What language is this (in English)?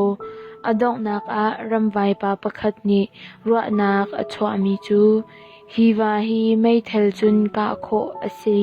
Hakha Chin